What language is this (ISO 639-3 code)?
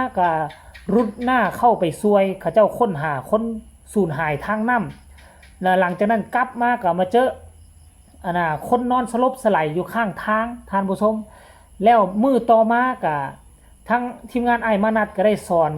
tts